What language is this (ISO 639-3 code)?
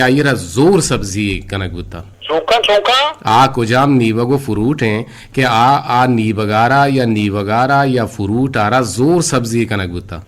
bgp